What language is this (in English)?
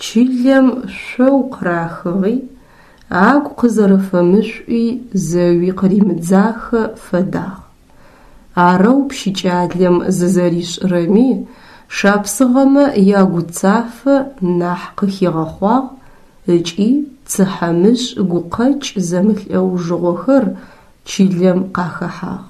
Adyghe